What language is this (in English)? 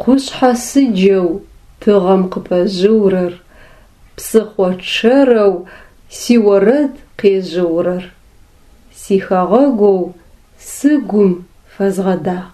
Adyghe